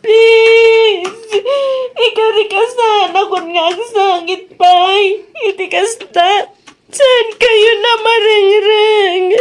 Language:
Iloko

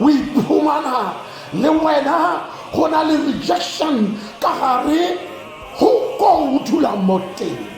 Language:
Tswana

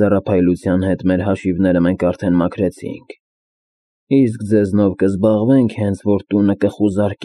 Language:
Armenian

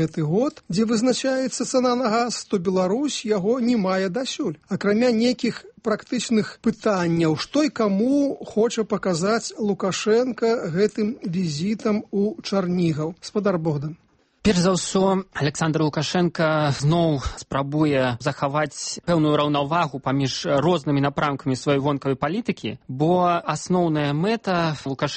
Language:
Belarusian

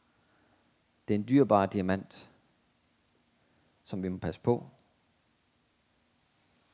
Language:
Danish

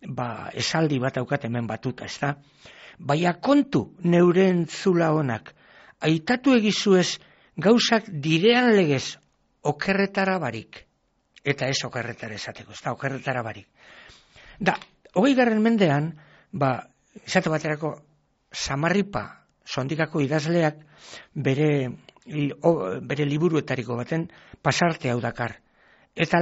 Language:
Basque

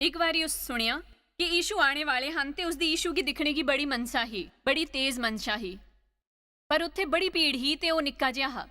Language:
Dogri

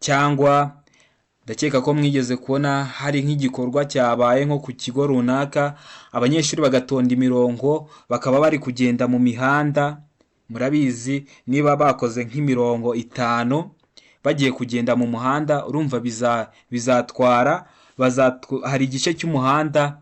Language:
Kinyarwanda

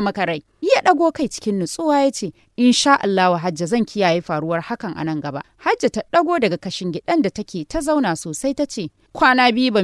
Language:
Hausa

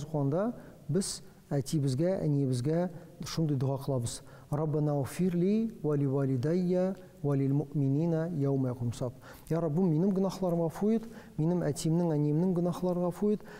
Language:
Tatar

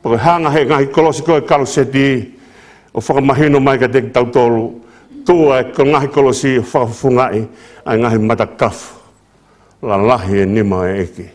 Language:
Tongan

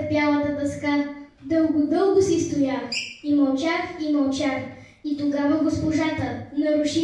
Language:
Bulgarian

